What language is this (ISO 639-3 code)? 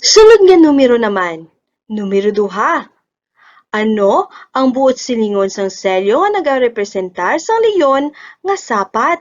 hil